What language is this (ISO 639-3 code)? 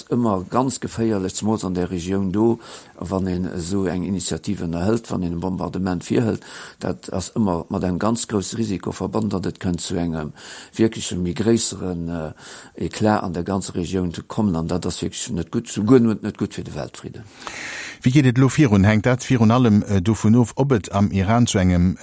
ltz